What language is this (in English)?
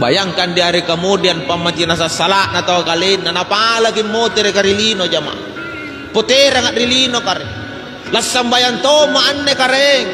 Makasar